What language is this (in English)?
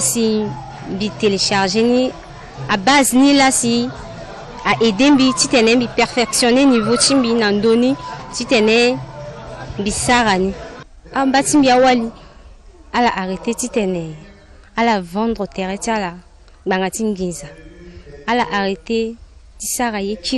Sango